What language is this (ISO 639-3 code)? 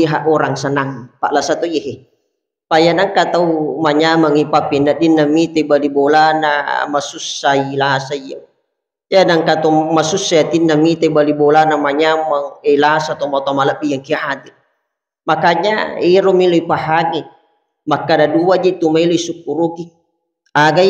bug